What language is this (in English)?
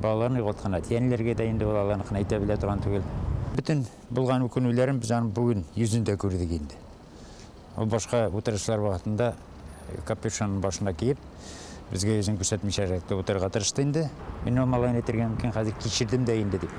Tatar